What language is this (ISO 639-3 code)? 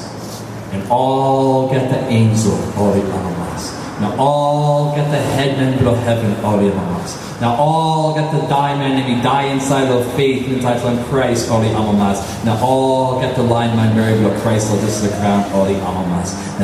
tpi